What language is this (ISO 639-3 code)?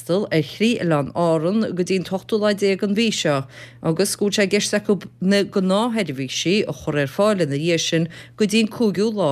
gle